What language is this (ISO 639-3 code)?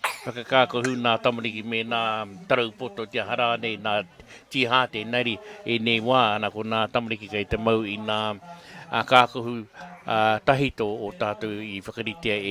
mri